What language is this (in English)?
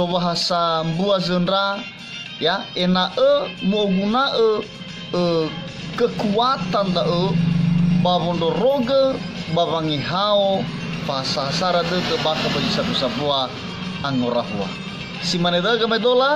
Nias